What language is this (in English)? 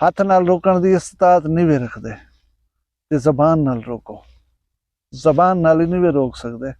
Saraiki